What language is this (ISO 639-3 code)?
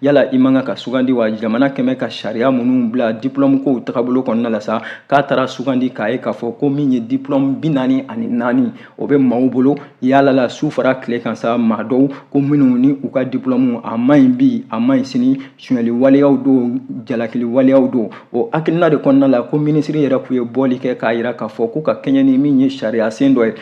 bam